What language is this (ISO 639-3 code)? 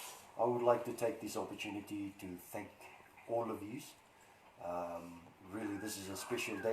fij